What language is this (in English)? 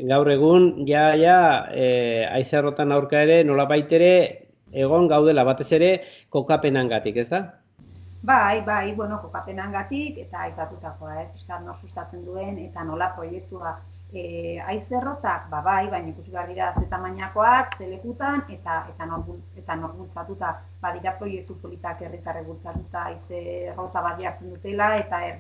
Basque